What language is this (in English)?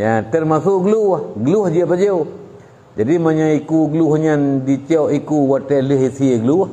Achinese